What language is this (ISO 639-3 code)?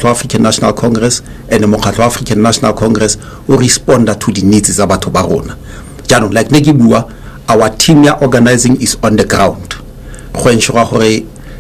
tsn